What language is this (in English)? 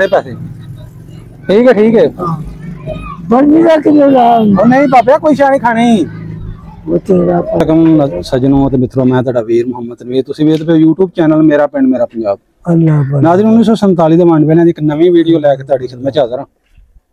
Punjabi